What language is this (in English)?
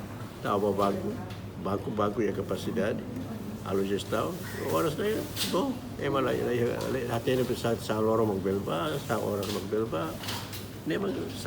Tetum